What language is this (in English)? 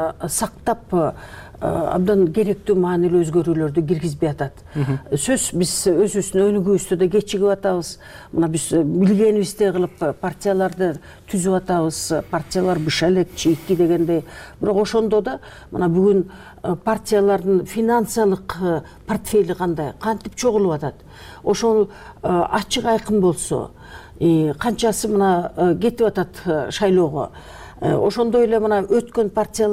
Kyrgyz